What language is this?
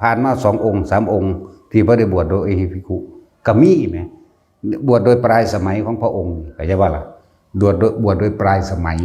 Northeastern Thai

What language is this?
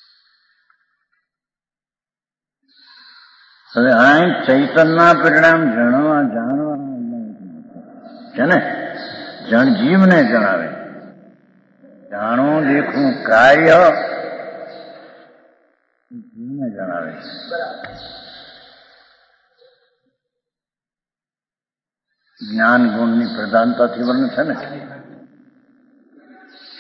Gujarati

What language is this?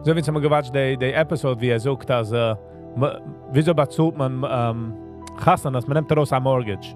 Yiddish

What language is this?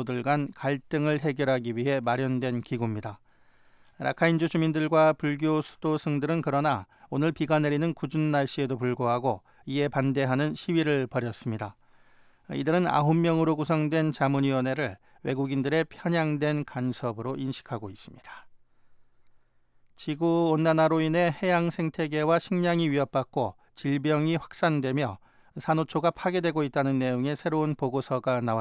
Korean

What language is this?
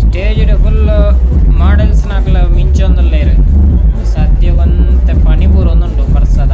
Tulu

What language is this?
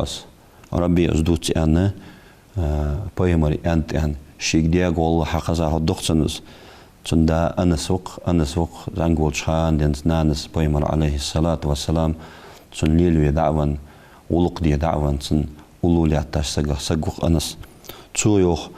Ingush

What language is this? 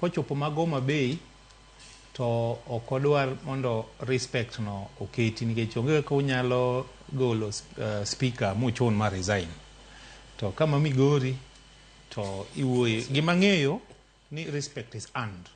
Luo (Kenya and Tanzania)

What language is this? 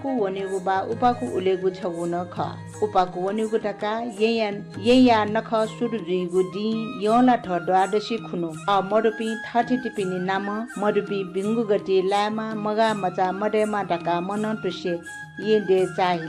Newari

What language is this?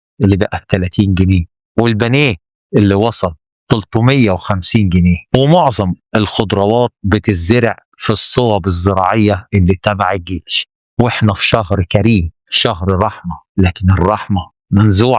Egyptian Arabic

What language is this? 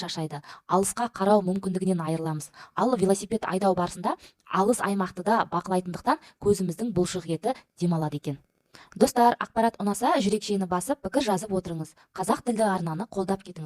Kazakh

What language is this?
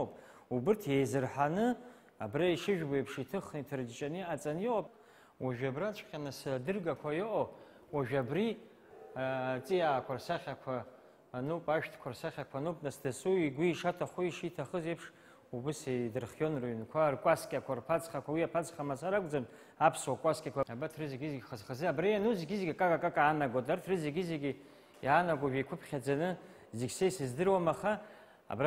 Abkhazian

